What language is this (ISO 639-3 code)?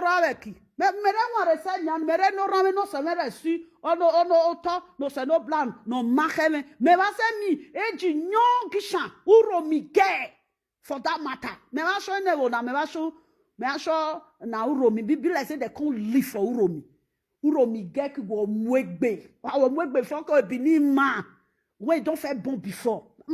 pcm